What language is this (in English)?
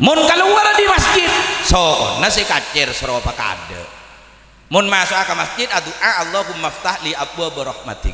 Madurese